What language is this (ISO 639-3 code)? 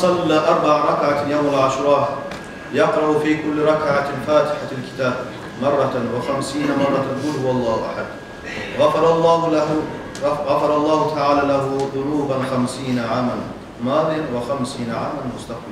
kum